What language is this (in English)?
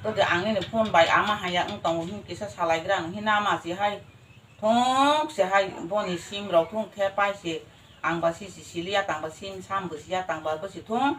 Kok Borok